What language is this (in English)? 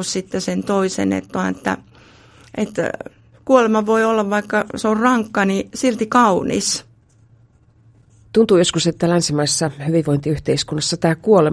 Finnish